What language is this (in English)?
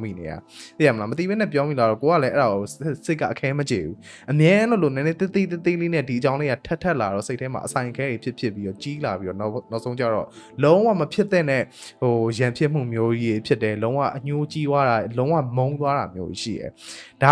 Burmese